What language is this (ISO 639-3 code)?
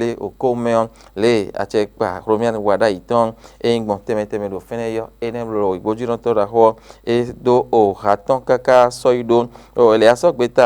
fon